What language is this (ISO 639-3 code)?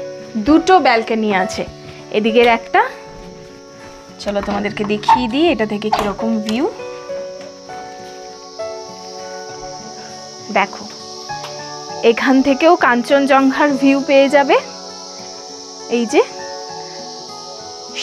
ben